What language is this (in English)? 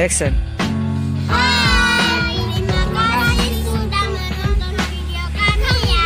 Nias